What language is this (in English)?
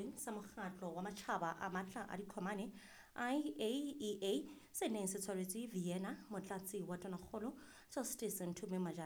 Southern Sotho